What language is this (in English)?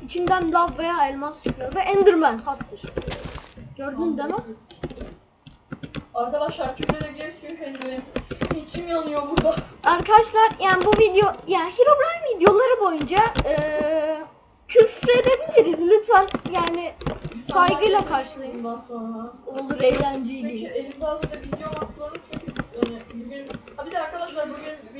Turkish